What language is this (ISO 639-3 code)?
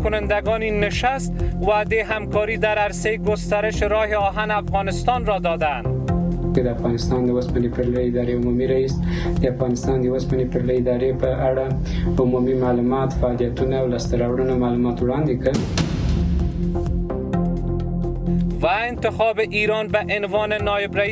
fas